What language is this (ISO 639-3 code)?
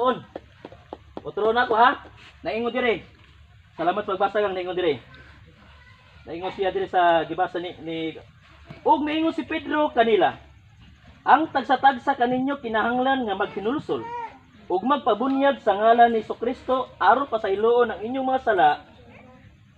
ceb